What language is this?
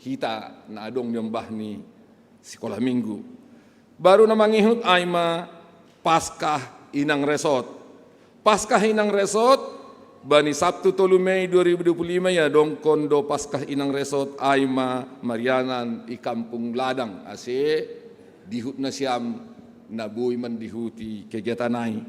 Batak Simalungun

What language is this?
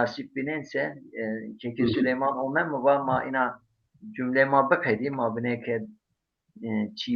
Zaza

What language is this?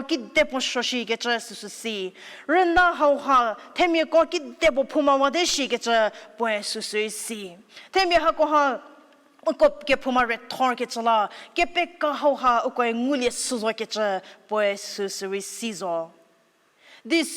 Angami Naga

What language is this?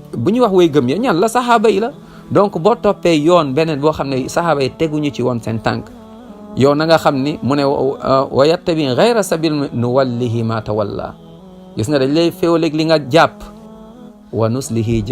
Wolof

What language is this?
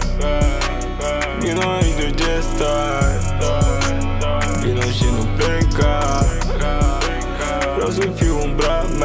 Romanian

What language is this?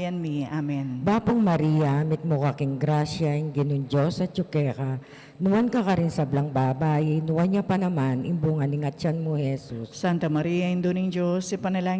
Pampanga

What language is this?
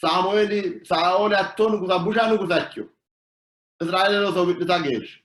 Sidamo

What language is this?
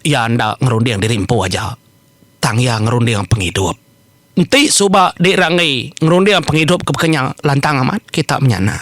Iban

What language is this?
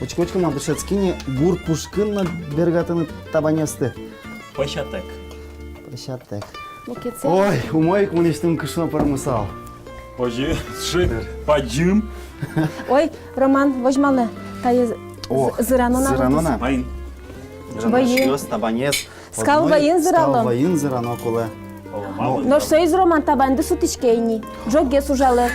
Udmurt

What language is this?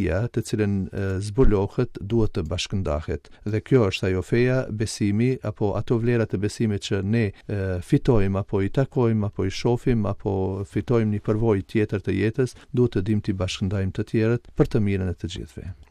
Albanian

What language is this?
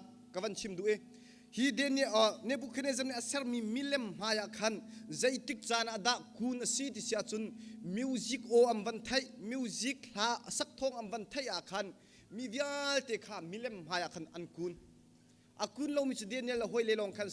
Hakha Chin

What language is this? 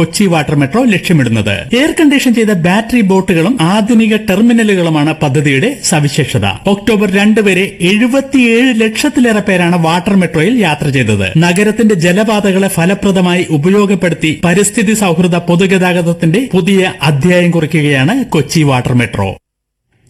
Malayalam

